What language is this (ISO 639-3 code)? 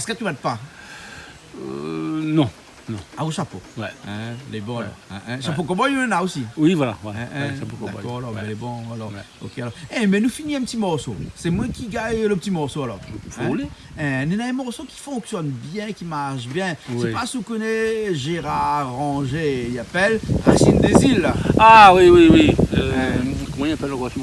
rcf